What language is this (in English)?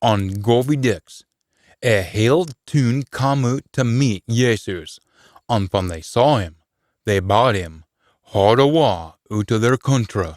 Scots